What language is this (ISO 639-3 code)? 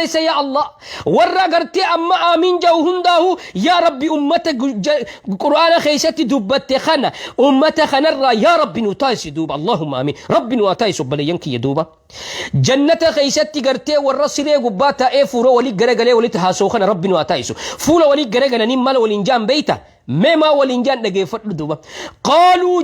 orm